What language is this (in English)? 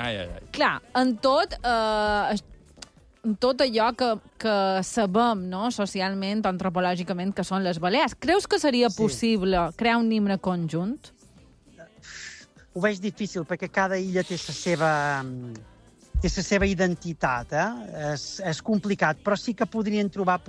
Catalan